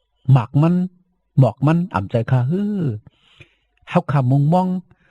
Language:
Shan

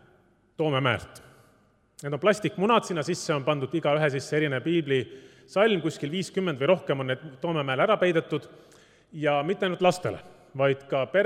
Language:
Estonian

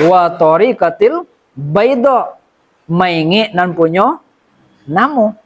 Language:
Minangkabau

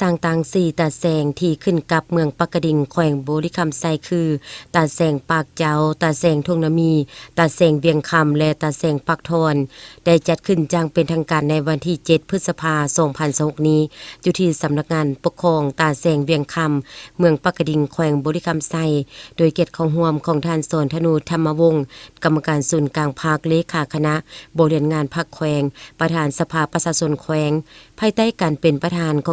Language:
Lao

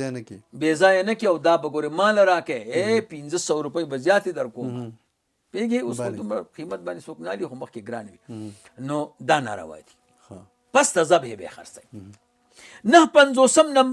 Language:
Pashto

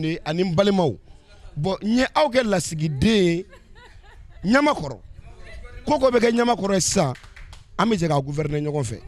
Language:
Bambara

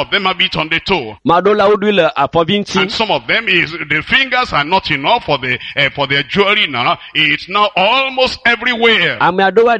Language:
Ewe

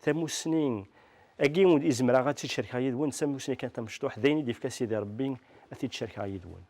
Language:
Kabyle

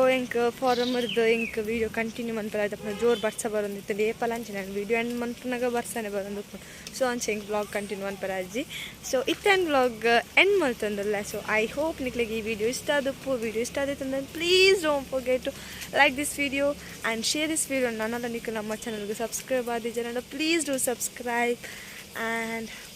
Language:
Tulu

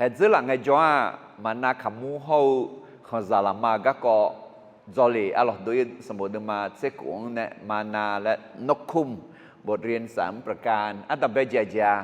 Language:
Akha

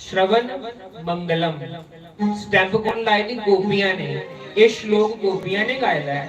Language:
Dogri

